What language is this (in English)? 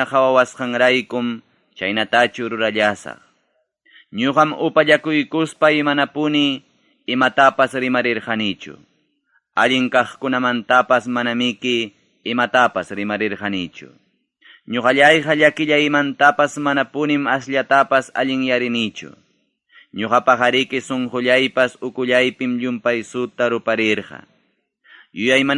Ayacucho Quechua